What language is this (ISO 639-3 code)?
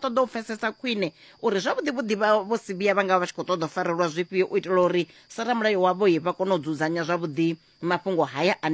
ven